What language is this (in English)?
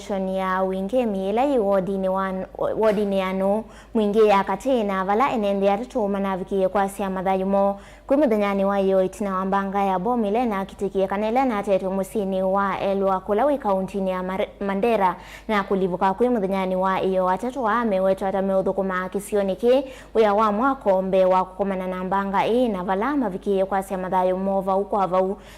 Kamba